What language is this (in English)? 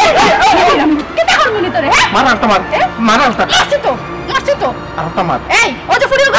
Sylheti